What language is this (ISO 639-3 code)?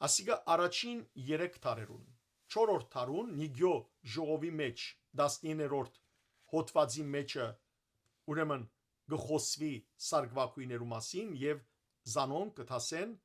hyw